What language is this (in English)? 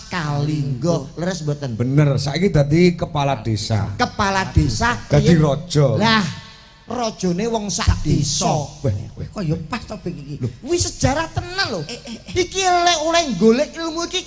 Javanese